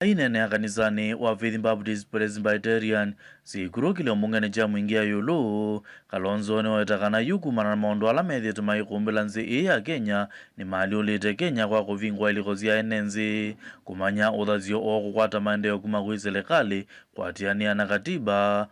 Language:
Kamba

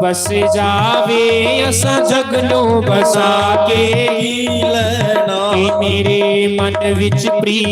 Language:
Dogri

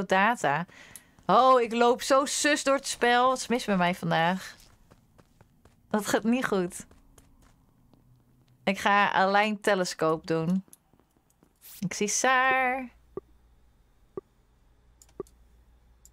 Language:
Dutch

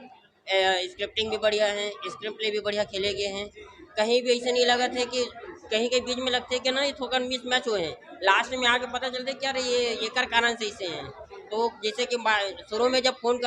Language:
Chhattisgarhi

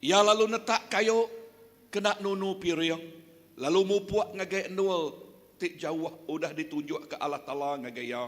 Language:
Iban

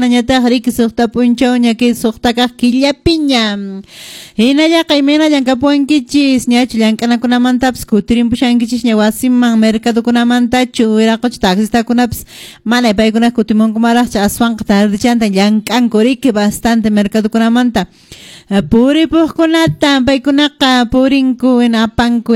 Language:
Quechua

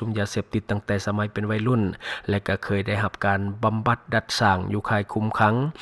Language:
Lao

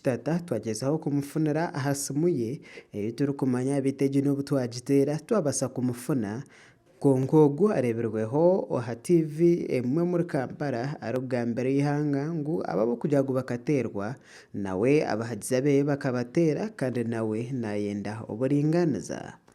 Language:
Nyankole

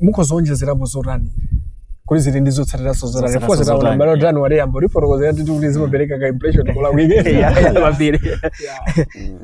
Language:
Nyanja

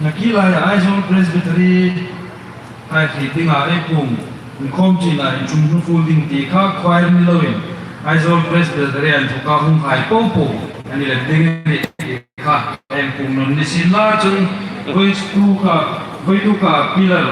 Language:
Hmar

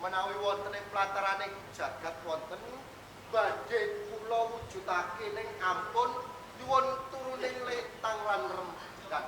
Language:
Javanese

